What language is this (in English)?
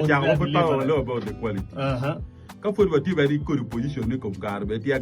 Acoli